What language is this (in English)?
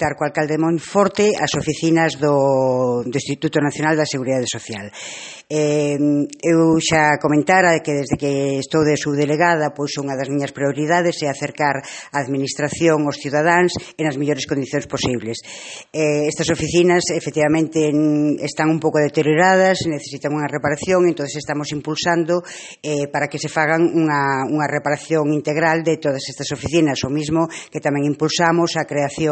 Galician